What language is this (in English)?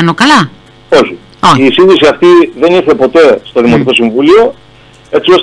Greek